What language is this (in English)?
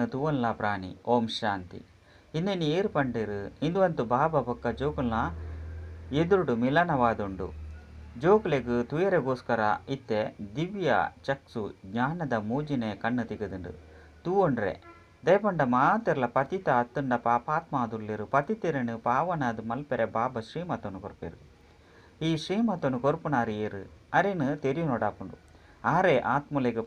Tulu